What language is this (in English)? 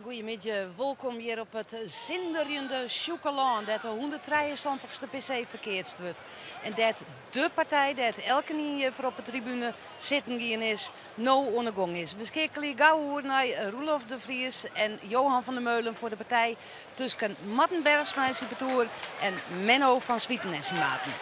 Western Frisian